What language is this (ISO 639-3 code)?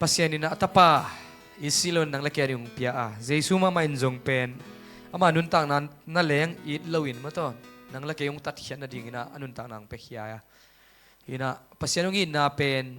ctd